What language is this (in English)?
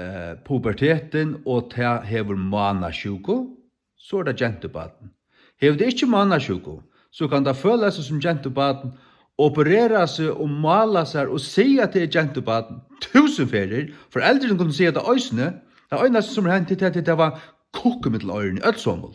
Faroese